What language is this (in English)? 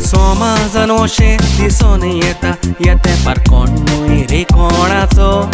Konkani